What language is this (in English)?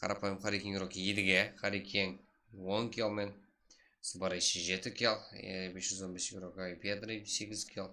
Kara-Kalpak